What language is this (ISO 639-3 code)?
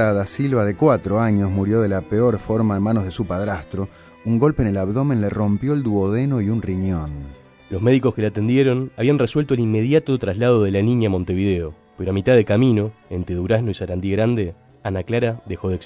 spa